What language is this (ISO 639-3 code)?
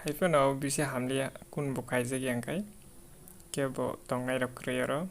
trp